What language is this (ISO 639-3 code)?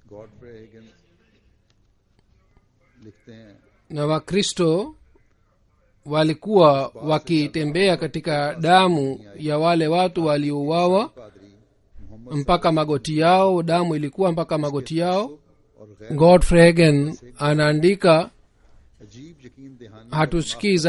swa